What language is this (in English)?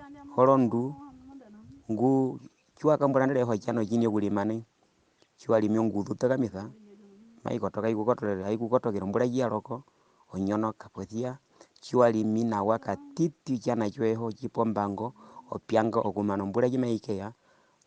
Herero